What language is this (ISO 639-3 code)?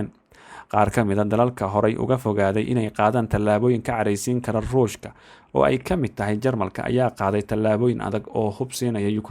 som